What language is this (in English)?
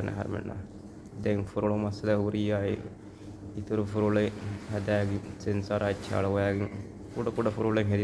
Divehi